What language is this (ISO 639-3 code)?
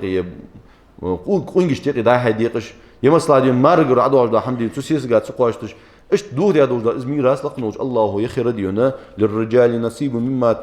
inh